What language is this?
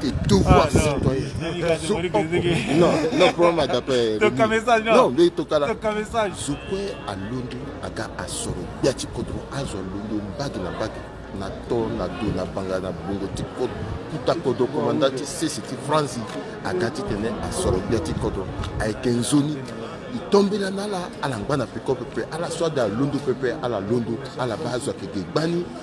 Sango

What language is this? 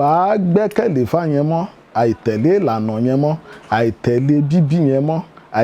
Yoruba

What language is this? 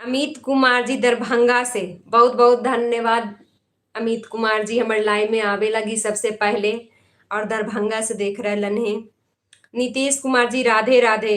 Magahi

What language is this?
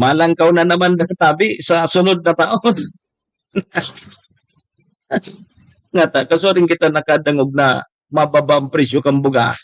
Bikol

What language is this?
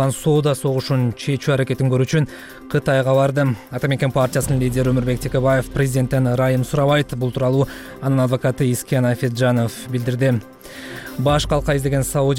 Kyrgyz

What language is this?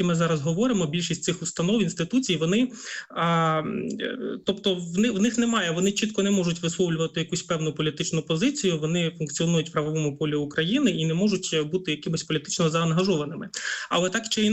Ukrainian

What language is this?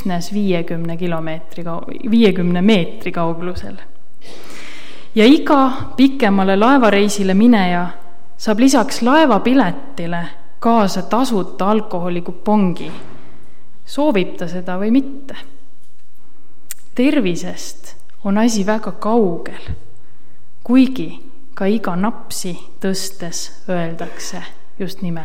Estonian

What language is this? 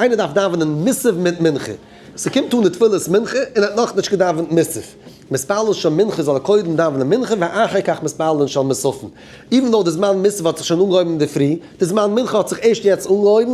Yiddish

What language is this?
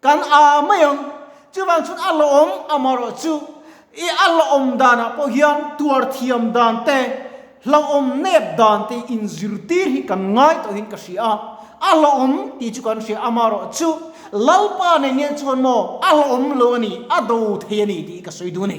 Mizo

